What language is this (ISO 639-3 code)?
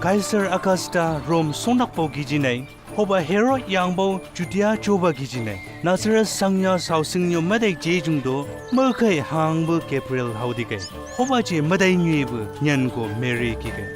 nbc